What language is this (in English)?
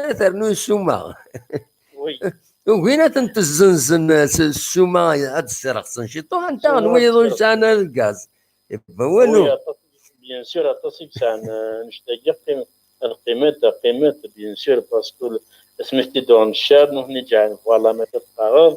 Kabyle